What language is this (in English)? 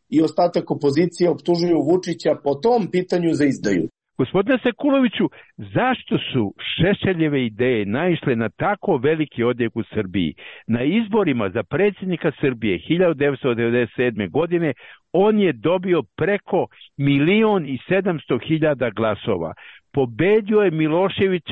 Serbian